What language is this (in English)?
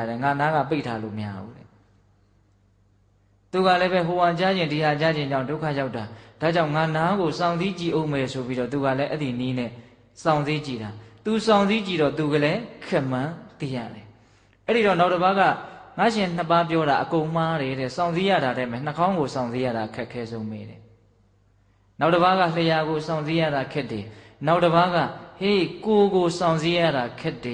Burmese